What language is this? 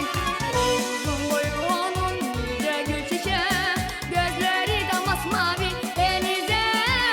Gagauz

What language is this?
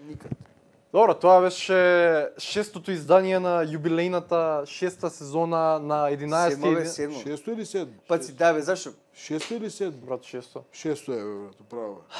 Macedonian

